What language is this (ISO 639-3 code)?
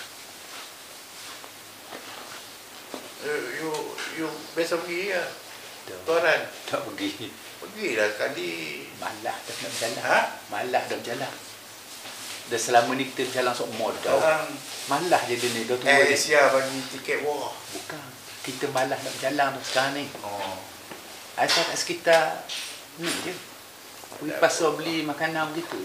msa